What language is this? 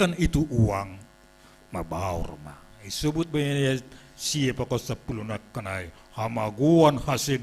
Batak Simalungun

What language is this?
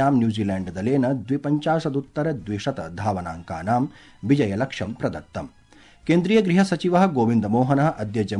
Sanskrit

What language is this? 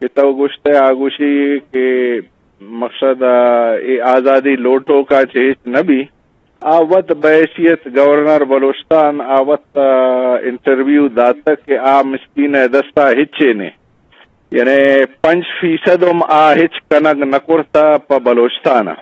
Eastern Balochi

